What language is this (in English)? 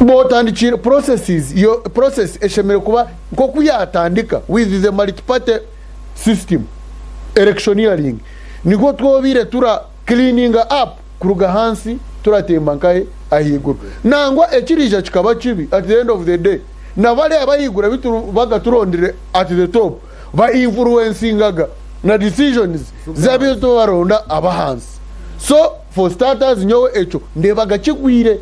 Nyankole